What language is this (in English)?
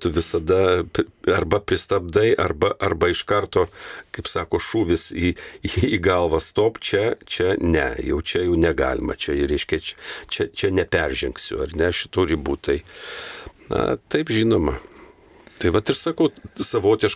Lithuanian